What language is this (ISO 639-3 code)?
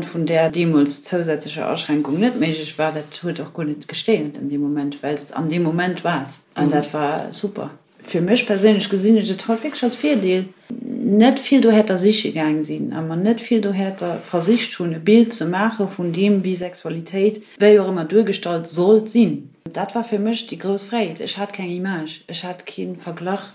ltz